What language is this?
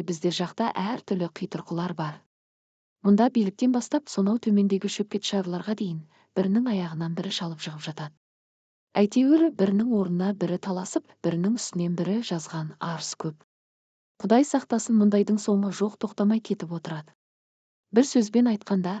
Kazakh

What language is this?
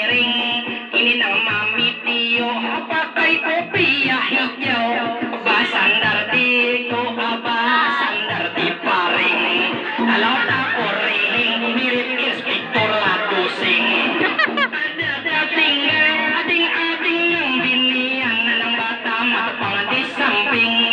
Banjar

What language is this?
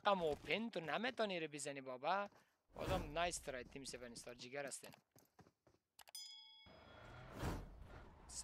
Persian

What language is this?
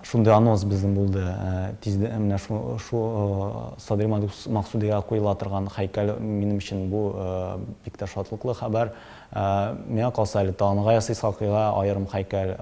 Tatar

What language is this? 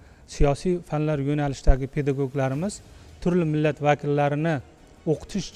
Uzbek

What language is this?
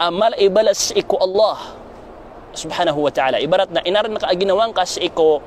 Maranao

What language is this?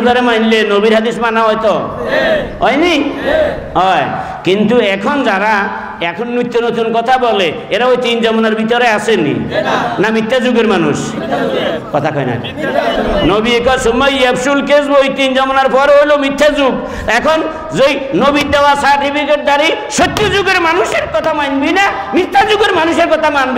Bangla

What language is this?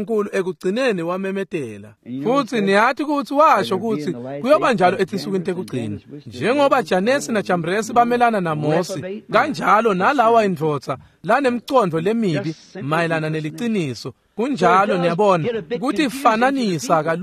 Swati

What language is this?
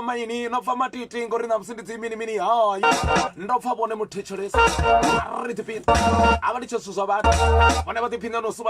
Venda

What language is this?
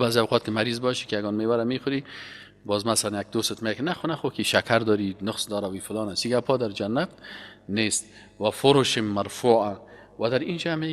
Persian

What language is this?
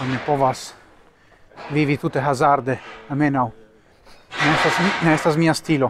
Esperanto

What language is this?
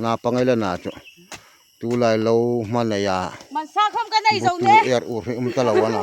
Hmar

